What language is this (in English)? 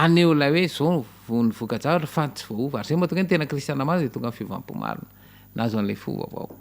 Malagasy